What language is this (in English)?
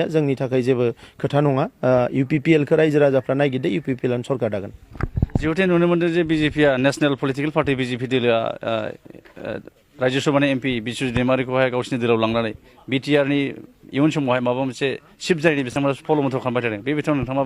Bodo